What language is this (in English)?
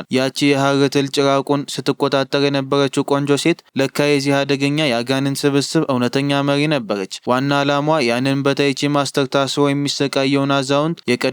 Amharic